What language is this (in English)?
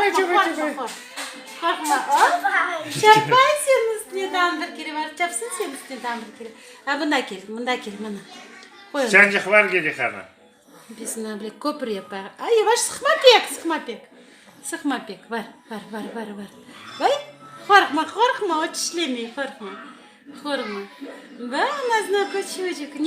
Crimean Tatar